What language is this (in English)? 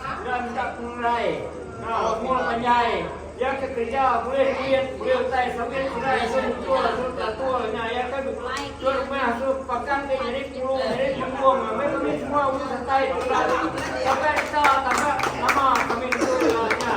Iban